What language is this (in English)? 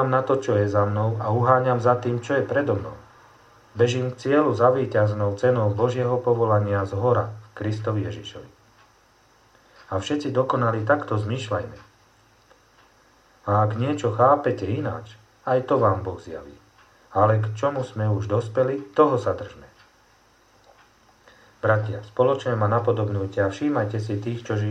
Slovak